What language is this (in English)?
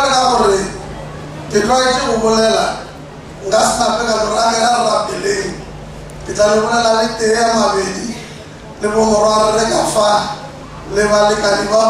Northern Sotho